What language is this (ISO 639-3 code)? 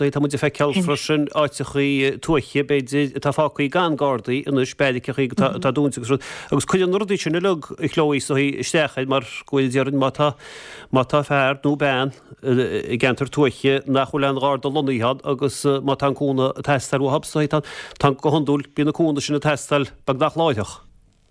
gle